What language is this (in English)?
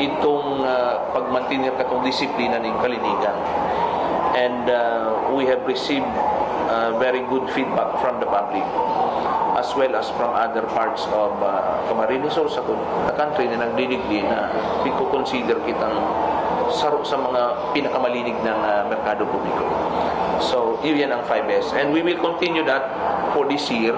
Bikol